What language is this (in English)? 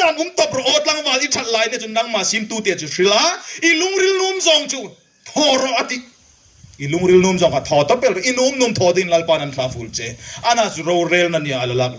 Hmar